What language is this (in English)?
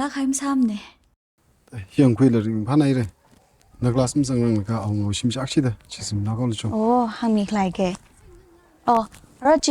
Tangkhul Naga (India)